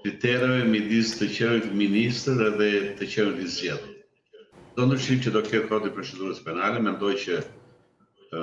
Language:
Albanian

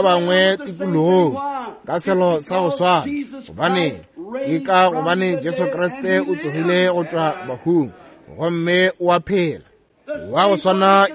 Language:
Northern Sotho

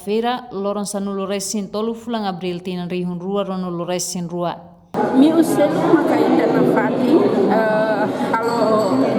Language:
Tetum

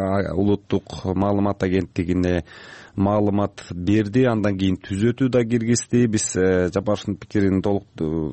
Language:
Kyrgyz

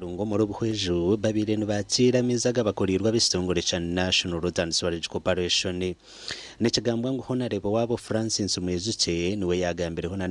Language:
Nyankole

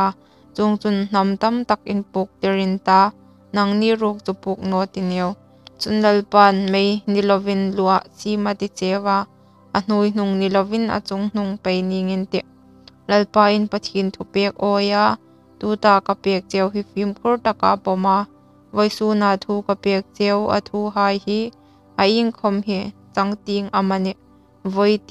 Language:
Hmar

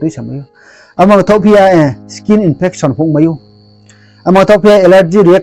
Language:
Riang (India)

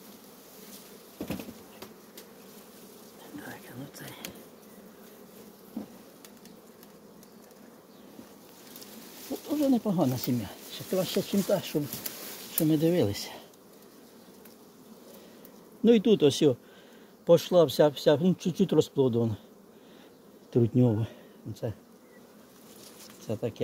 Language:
Ukrainian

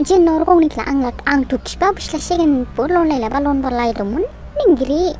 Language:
Dimasa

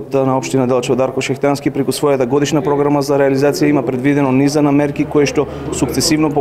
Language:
Macedonian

